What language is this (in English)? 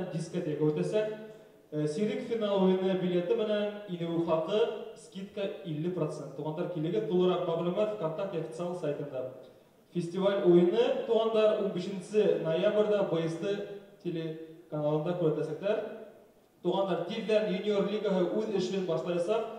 Bashkir